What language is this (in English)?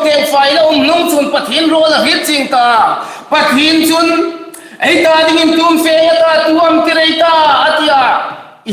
Hmar